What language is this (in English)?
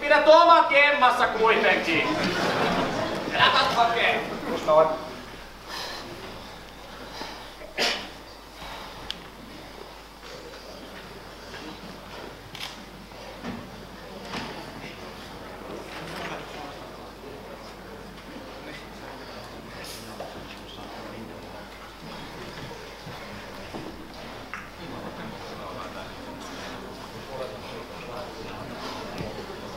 Finnish